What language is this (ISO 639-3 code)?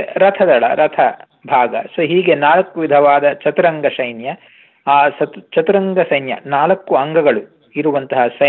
kan